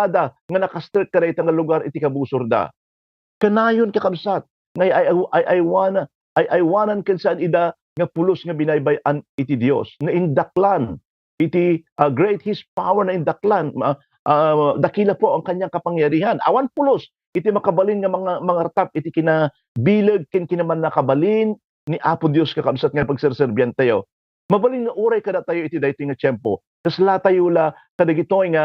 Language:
Iloko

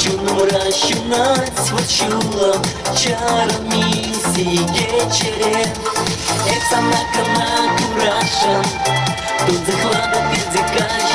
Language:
Chuvash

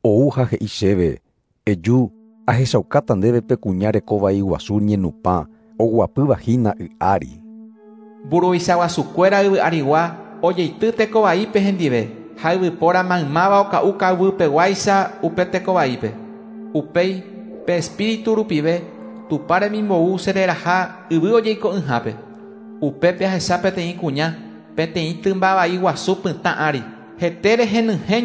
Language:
Guarani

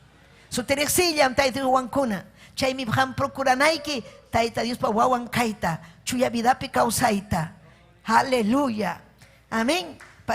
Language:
Ayacucho Quechua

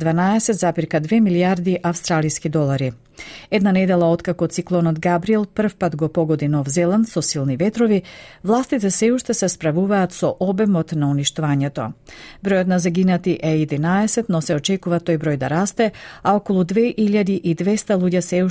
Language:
Macedonian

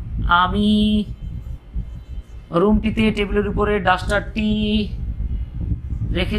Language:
Bangla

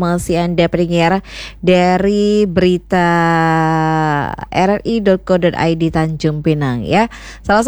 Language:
Indonesian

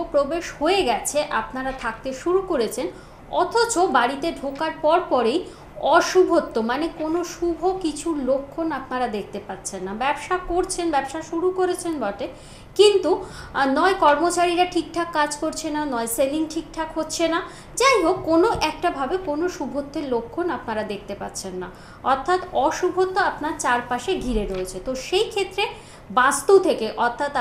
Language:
Bangla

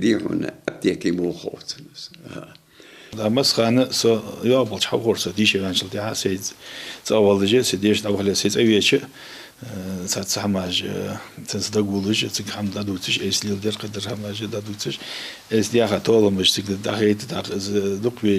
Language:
Ingush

